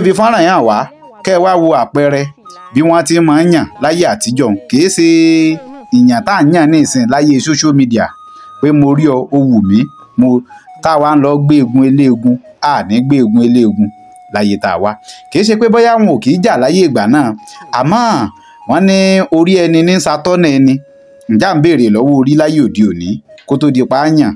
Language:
Yoruba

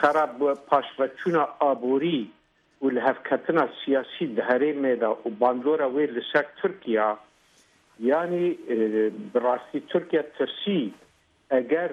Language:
Kurdish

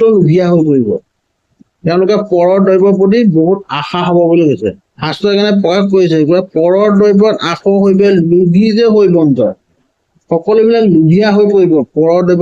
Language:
Assamese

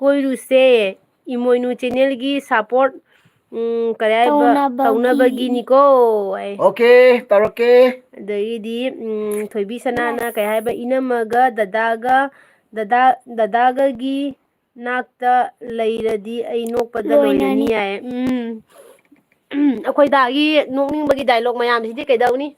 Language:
Manipuri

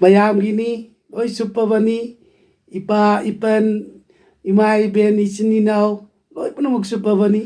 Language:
Manipuri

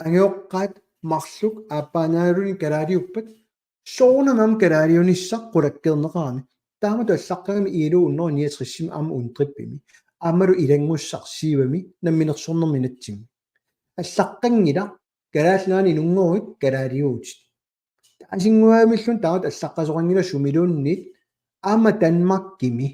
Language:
Kalaallisut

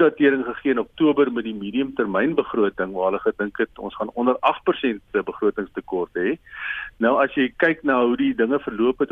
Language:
Afrikaans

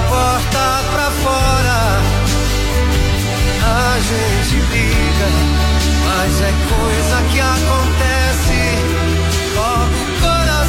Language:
Portuguese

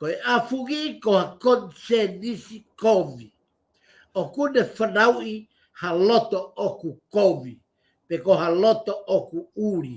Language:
Tongan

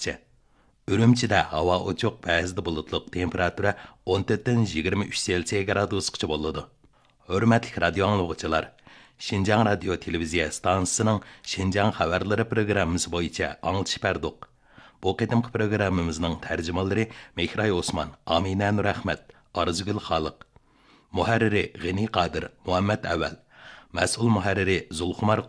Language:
Uyghur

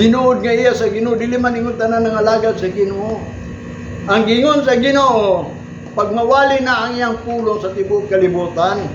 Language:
Cebuano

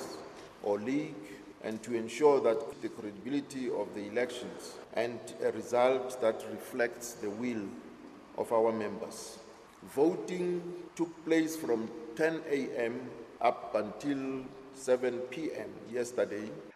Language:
English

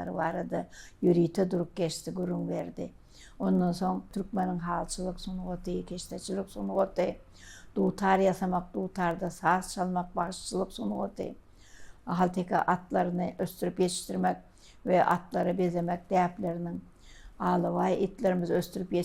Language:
Turkmen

